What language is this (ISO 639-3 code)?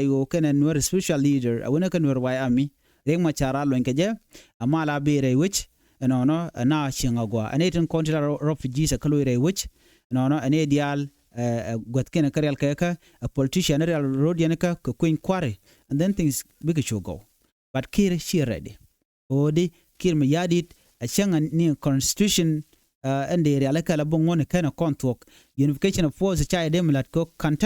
nus